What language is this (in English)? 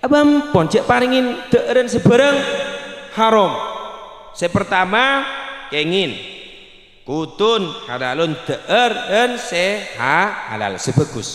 Madurese